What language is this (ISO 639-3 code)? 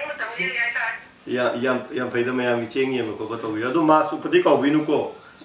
mni